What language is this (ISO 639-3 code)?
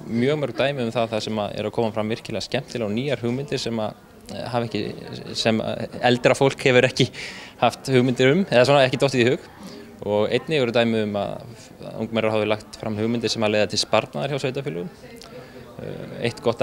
isl